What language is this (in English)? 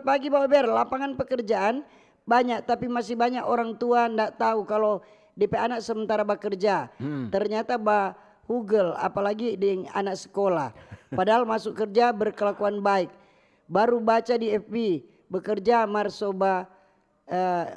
Manado Malay